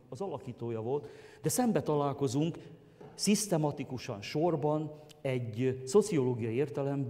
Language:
Hungarian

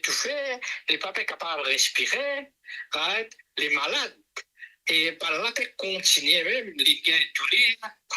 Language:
Morisyen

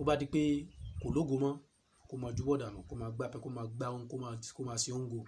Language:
Yoruba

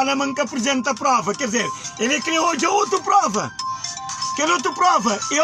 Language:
Kabuverdianu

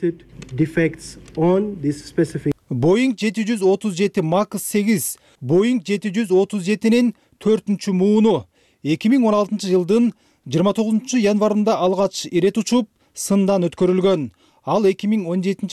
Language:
Kyrgyz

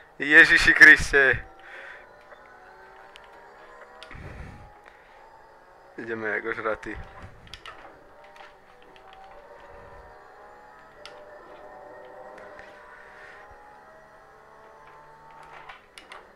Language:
Slovak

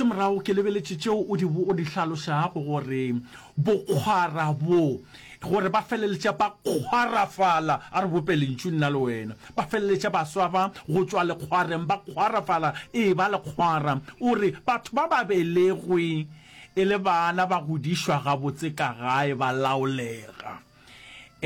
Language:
Northern Sotho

